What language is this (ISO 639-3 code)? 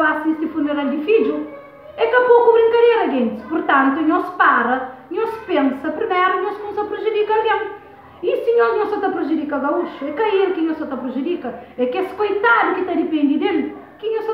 kea